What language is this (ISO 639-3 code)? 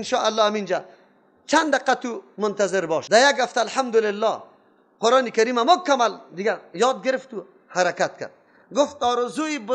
fas